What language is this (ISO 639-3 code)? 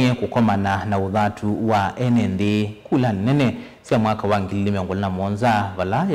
kam